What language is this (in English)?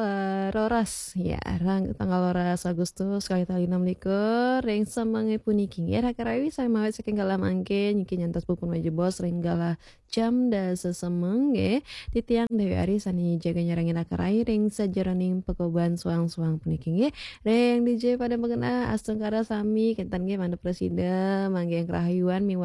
Balinese